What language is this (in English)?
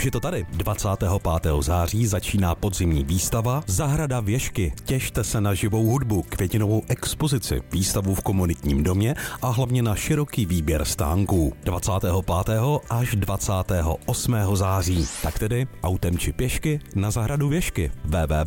Czech